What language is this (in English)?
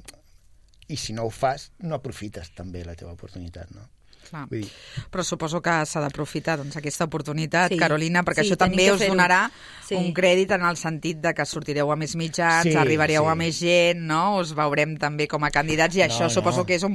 Catalan